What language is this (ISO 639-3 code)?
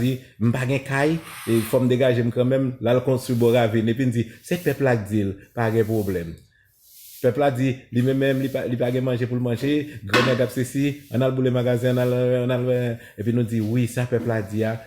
hat